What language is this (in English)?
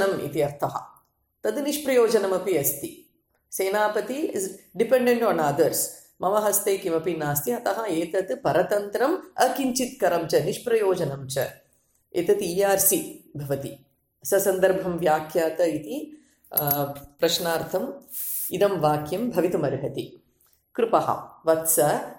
Sanskrit